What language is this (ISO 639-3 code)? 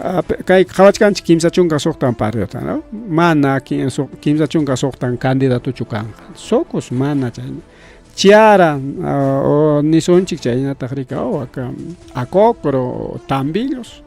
quy